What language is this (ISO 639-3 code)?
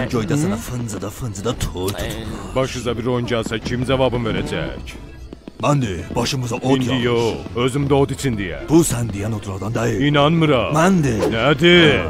azb